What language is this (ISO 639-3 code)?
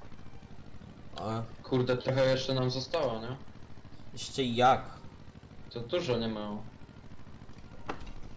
pol